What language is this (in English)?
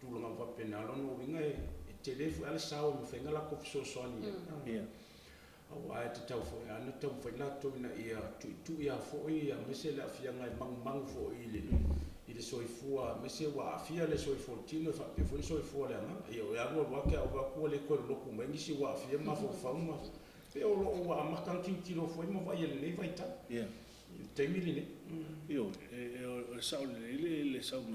Samoan